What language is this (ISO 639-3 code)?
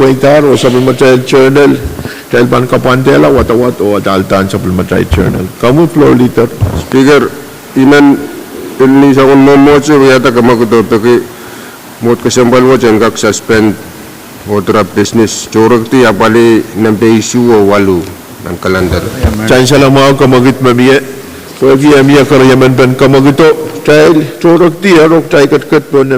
pon